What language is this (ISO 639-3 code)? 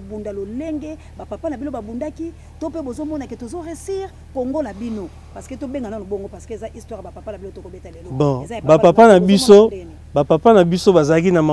lin